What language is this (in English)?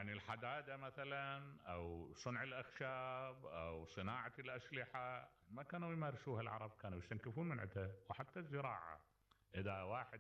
Mesopotamian Arabic